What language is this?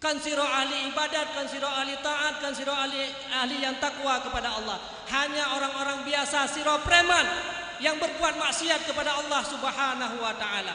Achinese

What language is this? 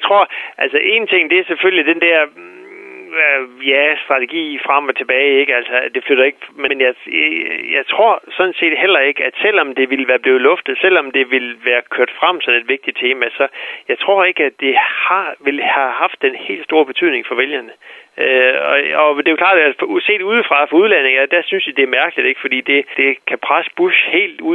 Danish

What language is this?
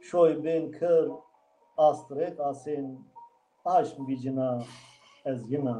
Zaza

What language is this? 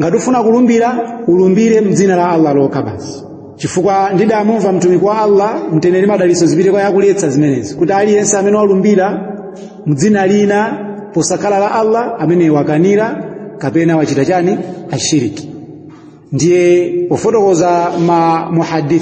Nyanja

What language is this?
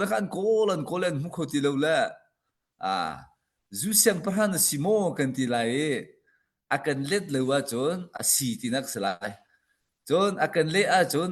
Hakha Chin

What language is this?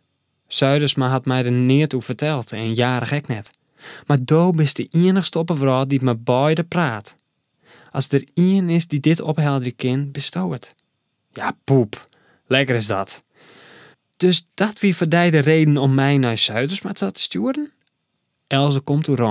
Western Frisian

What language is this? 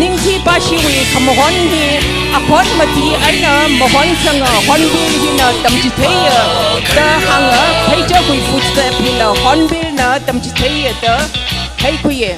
Tangkhul Naga (India)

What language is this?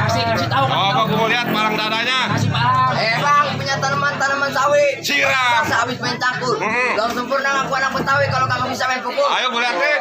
Betawi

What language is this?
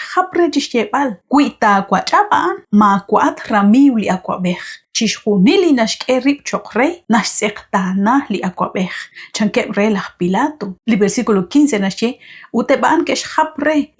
Kekchí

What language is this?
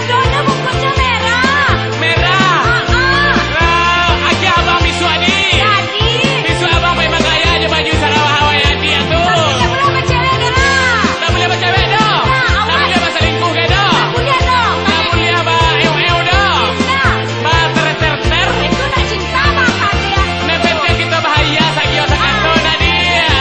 Minangkabau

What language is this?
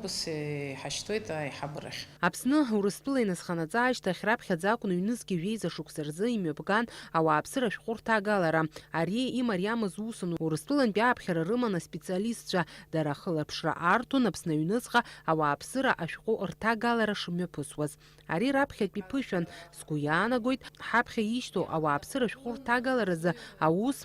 Abkhazian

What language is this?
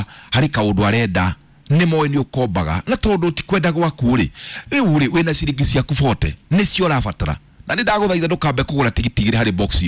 Kikuyu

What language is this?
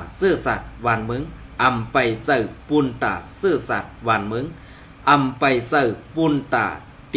Shan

